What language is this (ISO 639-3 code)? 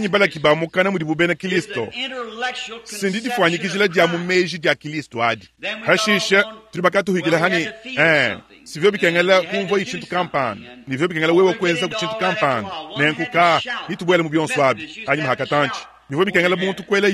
lua